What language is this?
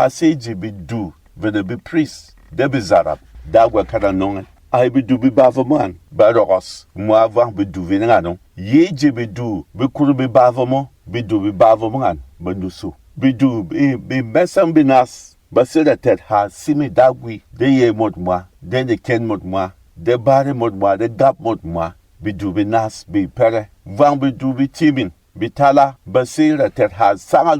Berom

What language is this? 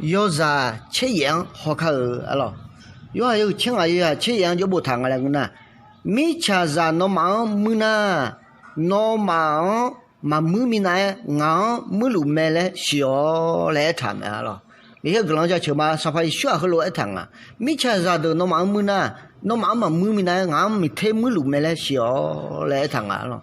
Akha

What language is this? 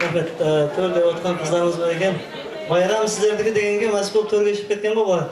Kara-Kalpak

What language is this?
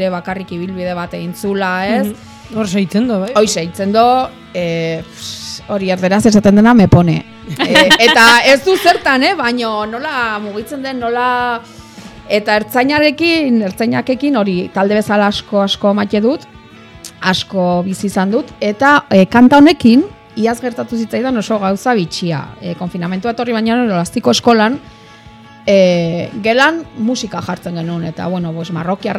Basque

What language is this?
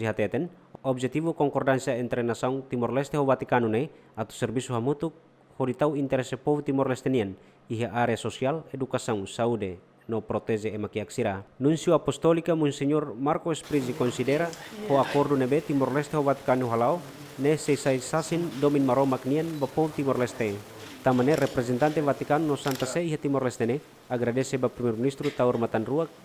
Tetum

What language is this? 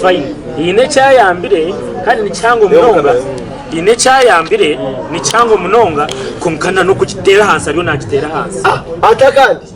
Nyankole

